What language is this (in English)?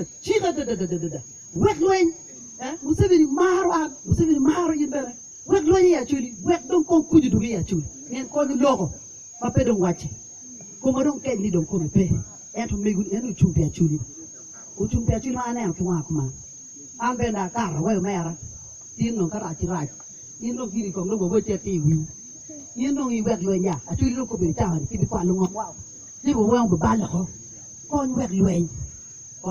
Acoli